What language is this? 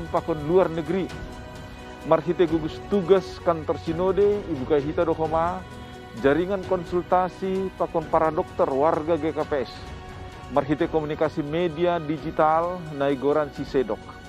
Batak Simalungun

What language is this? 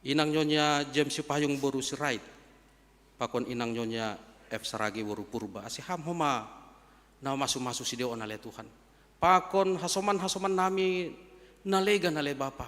Batak Simalungun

